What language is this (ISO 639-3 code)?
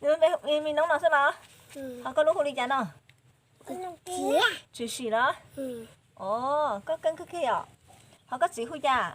hmn